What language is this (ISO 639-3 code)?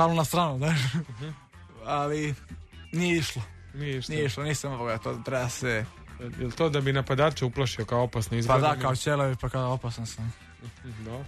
srp